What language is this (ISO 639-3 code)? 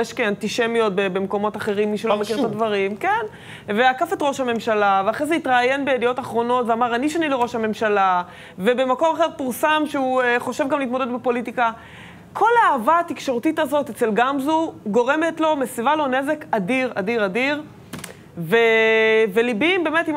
heb